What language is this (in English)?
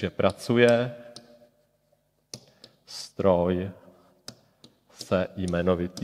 Czech